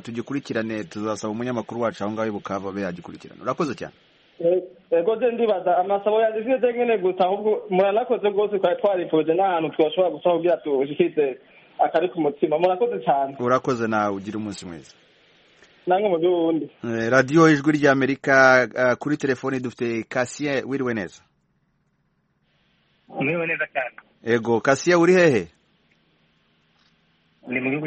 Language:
Kinyarwanda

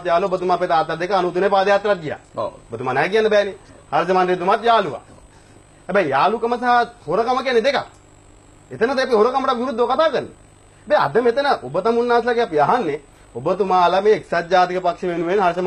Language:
Sinhala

